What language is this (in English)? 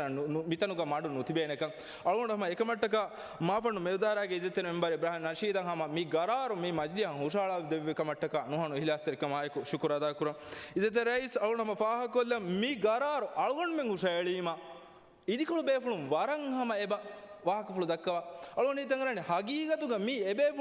Divehi